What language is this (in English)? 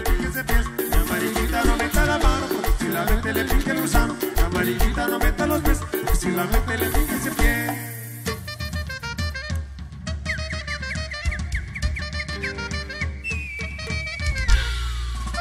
Spanish